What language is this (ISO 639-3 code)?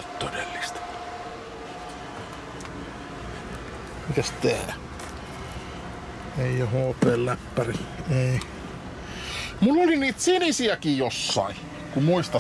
fin